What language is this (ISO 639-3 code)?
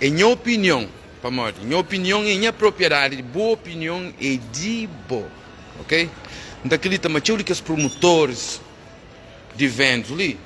kea